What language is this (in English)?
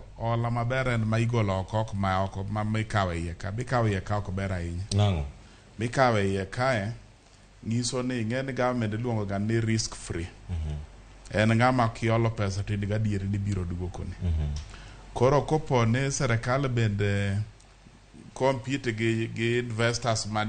Luo (Kenya and Tanzania)